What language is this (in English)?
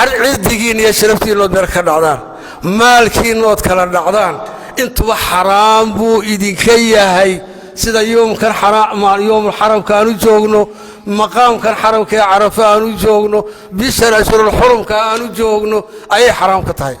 Somali